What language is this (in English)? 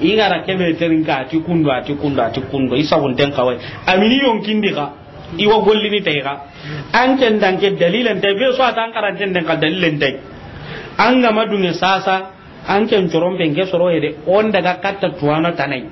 Soninke